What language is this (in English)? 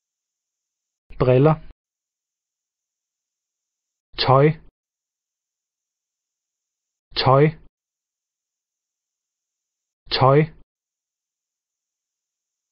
Danish